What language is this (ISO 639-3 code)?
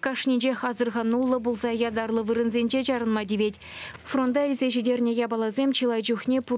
chv